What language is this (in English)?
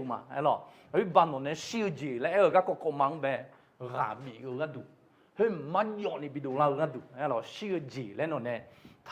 Akha